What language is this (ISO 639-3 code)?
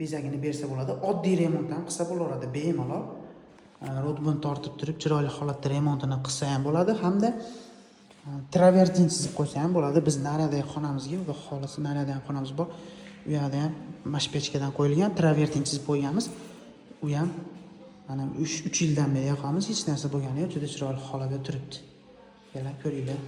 uzb